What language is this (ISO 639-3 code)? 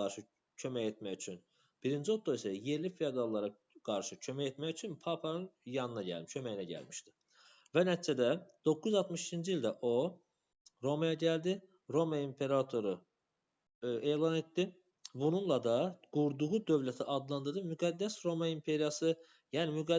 aze